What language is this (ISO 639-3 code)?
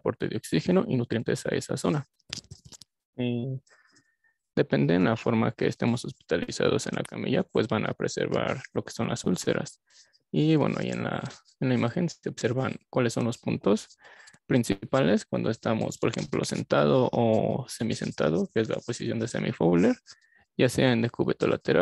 spa